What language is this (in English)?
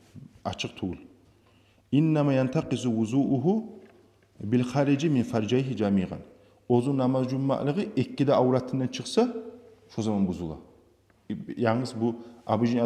Kumyk